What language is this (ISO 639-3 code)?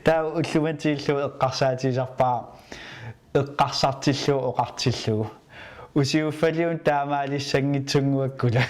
kal